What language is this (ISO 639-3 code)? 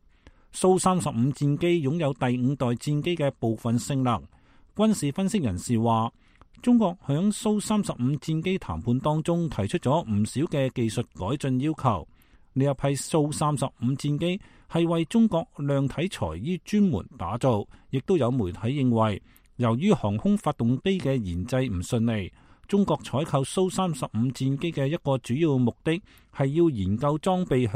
yue